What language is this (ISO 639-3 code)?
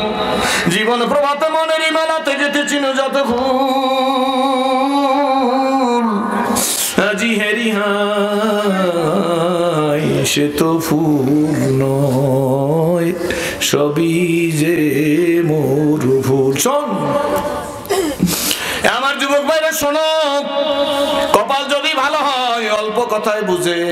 ben